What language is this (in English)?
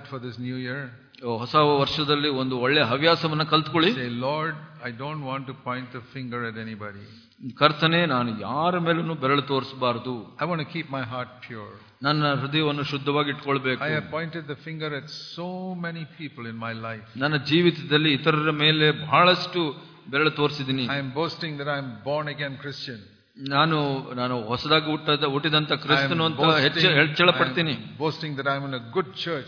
Kannada